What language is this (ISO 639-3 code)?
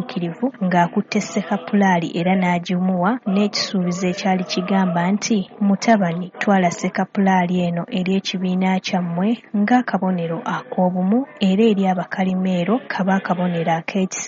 lug